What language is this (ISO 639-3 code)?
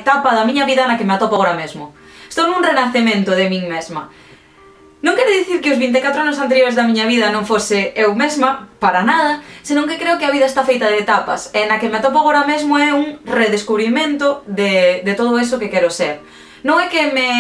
glg